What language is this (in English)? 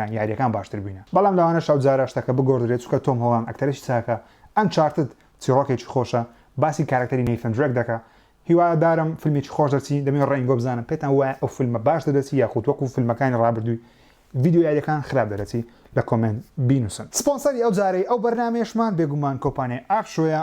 Central Kurdish